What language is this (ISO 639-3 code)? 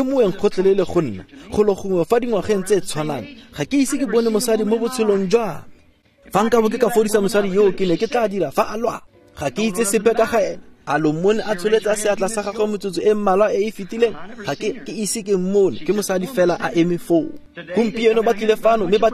tsn